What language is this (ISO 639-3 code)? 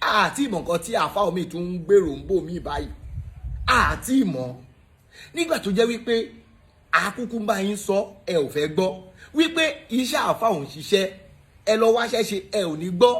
yor